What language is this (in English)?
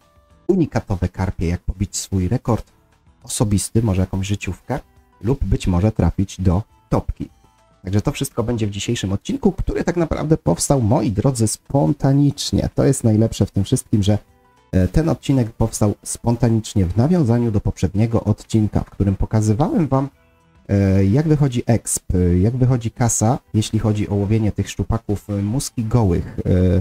Polish